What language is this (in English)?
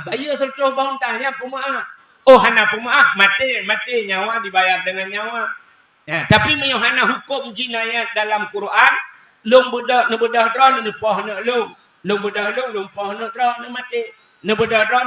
Achinese